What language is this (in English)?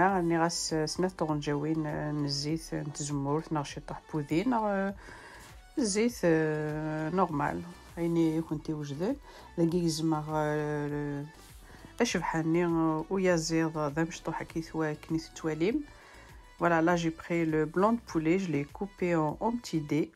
Kabyle